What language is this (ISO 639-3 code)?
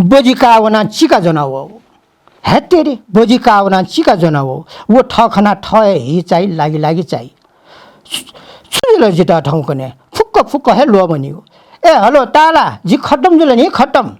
new